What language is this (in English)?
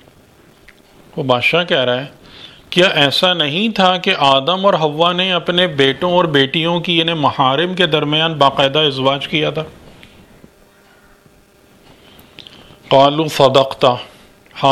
Urdu